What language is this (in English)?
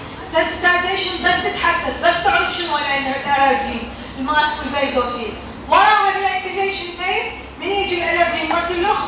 Mesopotamian Arabic